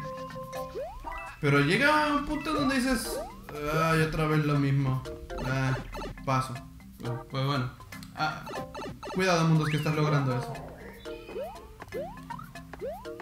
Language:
Spanish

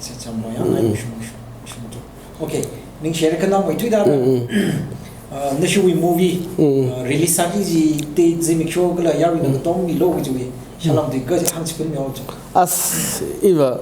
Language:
Tangkhul Naga (India)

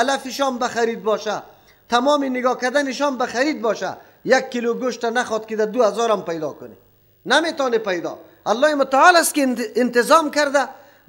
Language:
Persian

